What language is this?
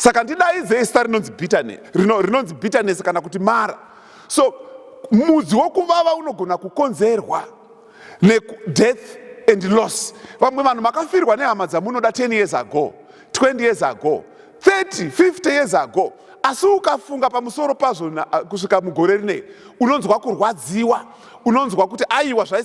Shona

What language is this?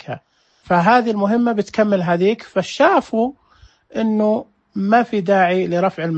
Najdi Arabic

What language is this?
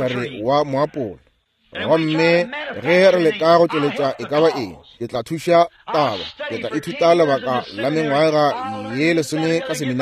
Northern Sotho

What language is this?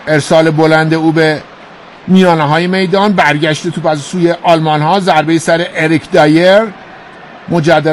Persian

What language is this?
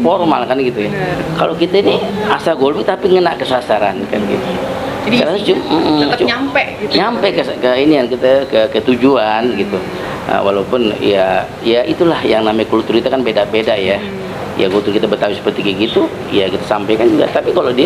Betawi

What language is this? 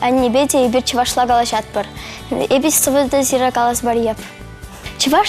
Chuvash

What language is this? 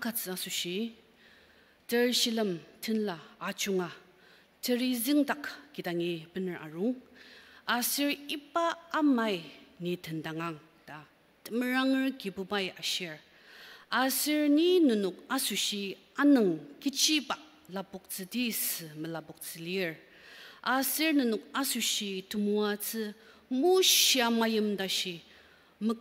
Ao Naga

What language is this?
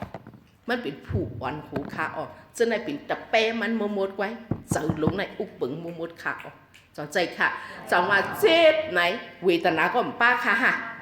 Shan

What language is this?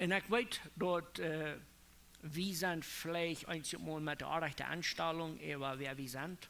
Plautdietsch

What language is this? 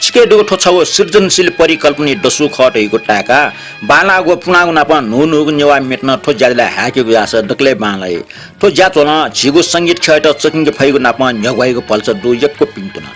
Newari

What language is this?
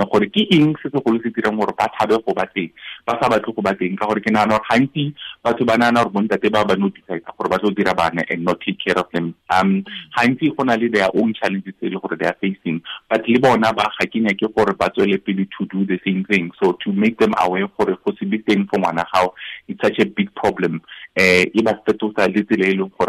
Tswana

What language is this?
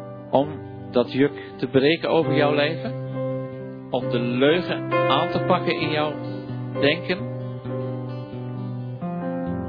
Dutch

